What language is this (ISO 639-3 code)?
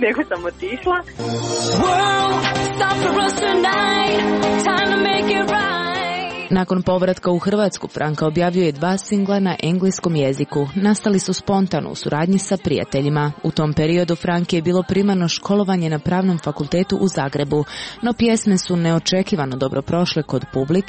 hrv